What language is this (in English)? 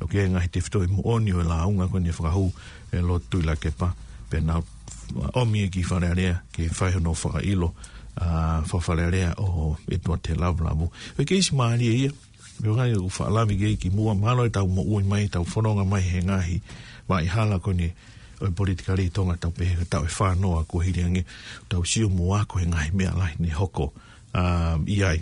Tongan